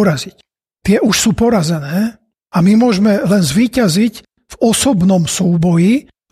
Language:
Slovak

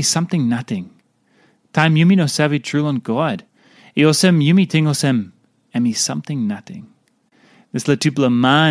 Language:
Tok Pisin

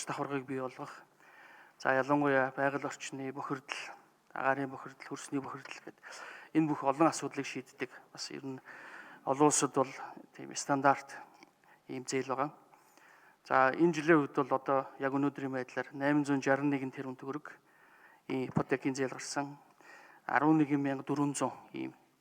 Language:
Mongolian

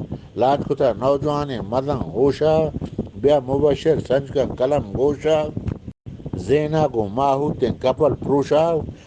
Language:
Eastern Balochi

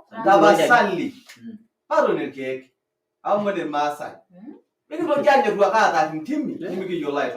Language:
Masai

